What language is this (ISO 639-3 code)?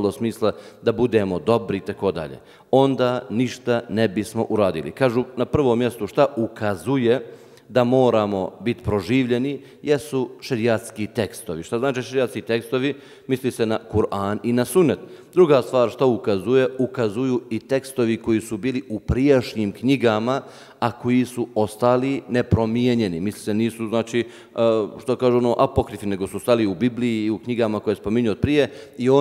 bos